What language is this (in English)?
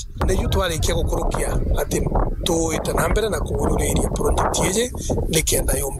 Meru